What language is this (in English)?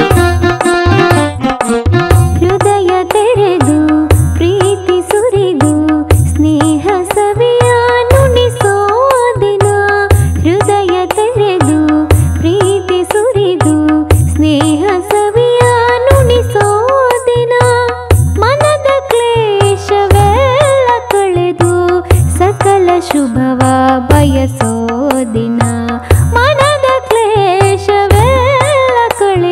Kannada